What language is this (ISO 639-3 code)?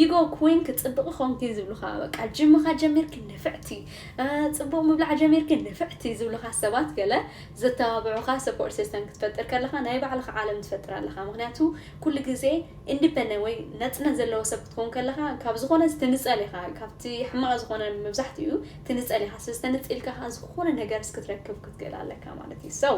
tir